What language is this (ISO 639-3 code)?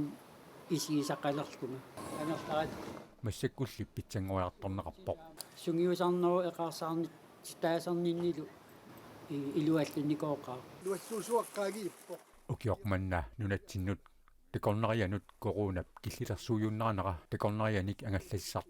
kal